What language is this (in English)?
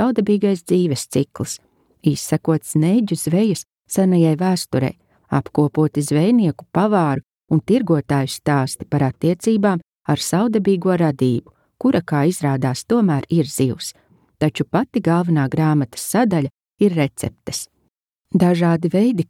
Latvian